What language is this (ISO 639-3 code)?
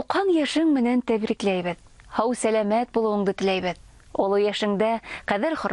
bak